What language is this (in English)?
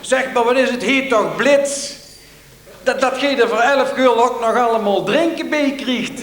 Limburgish